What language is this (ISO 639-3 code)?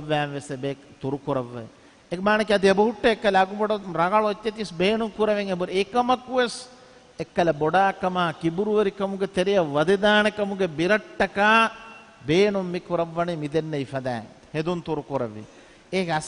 div